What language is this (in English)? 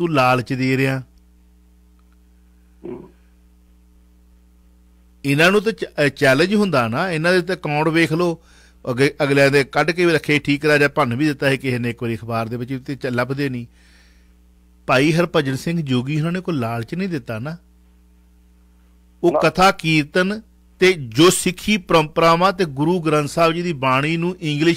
Punjabi